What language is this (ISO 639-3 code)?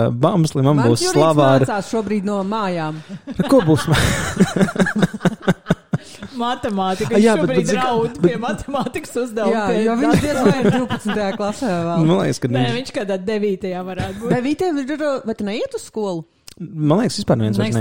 lav